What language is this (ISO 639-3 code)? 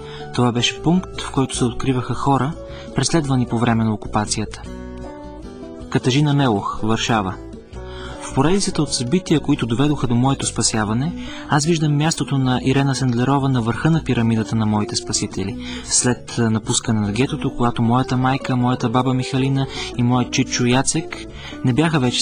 bul